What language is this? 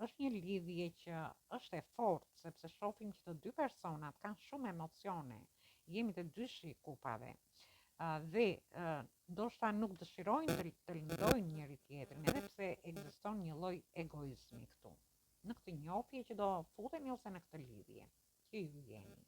Albanian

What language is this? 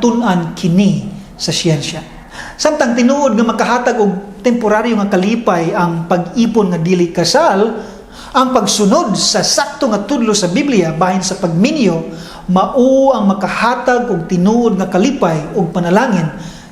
Cebuano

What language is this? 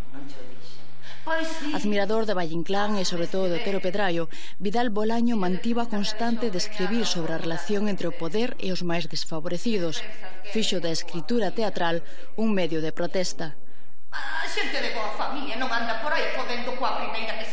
Galician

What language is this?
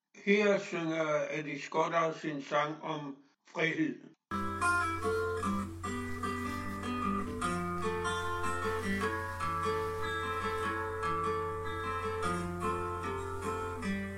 Danish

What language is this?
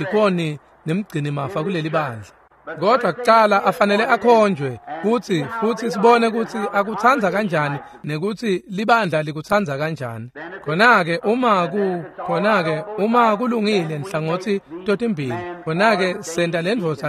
Swati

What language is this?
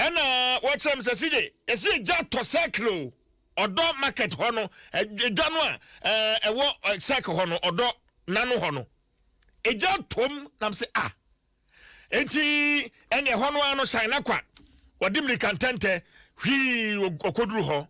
Akan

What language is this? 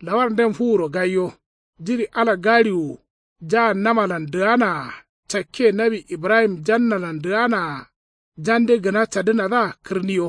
Kanuri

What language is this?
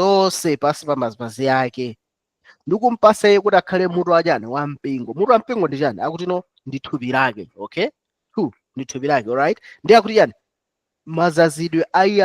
Nyanja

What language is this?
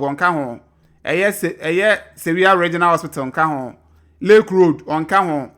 Akan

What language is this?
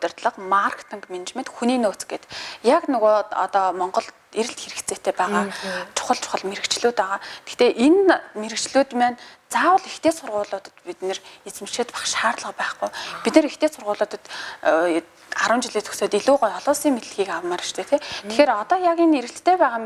Mongolian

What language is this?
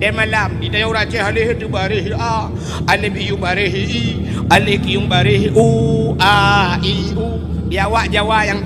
Achinese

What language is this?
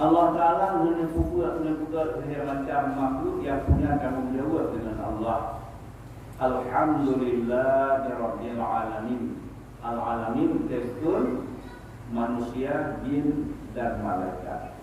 Achinese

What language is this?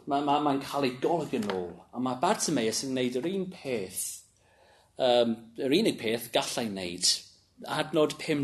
Welsh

